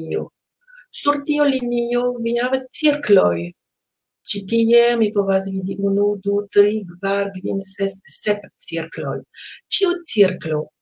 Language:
Esperanto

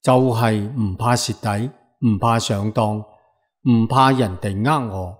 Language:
Cantonese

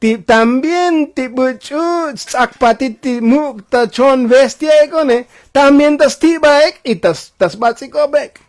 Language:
Tzotzil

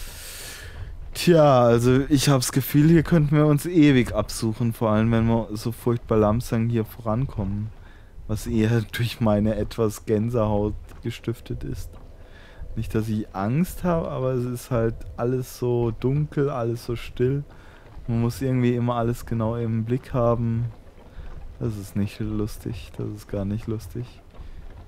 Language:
German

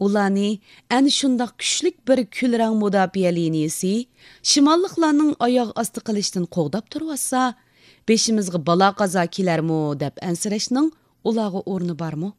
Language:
Uyghur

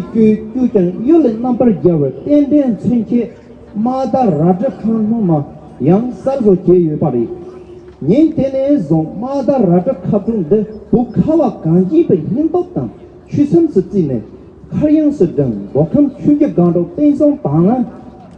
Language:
Tibetan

